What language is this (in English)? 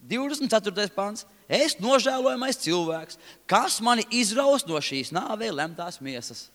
Latvian